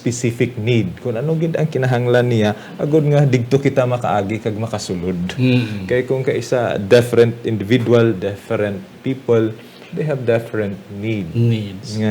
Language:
Hiligaynon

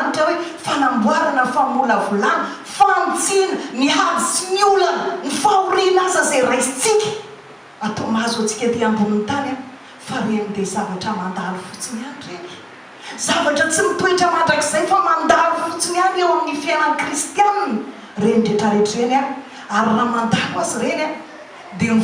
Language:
Malagasy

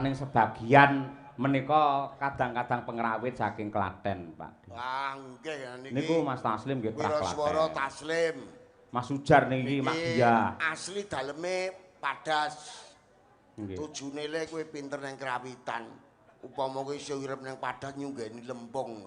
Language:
Javanese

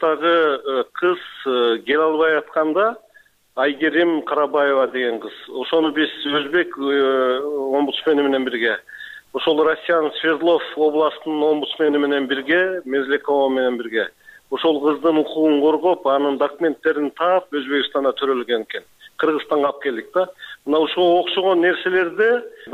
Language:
Kyrgyz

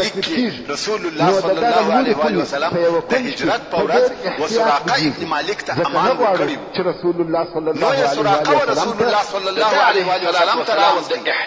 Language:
Pashto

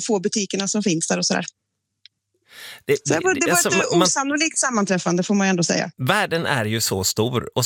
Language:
Swedish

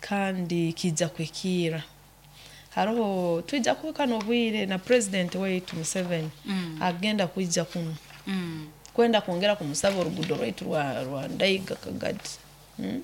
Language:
Nyoro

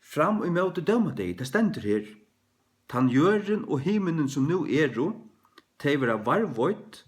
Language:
Faroese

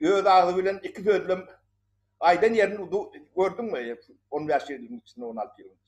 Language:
Turkmen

